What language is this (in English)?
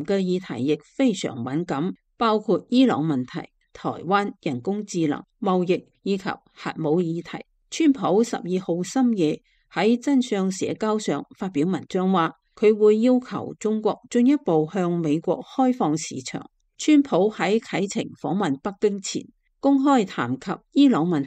Cantonese